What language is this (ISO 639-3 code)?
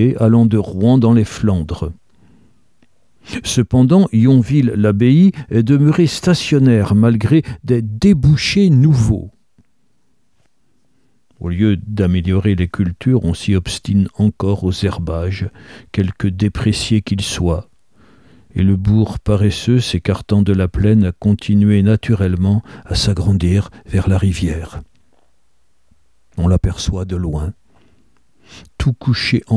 fra